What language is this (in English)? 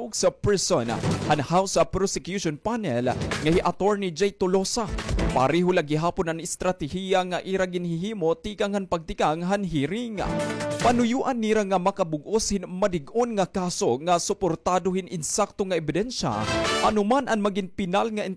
Waray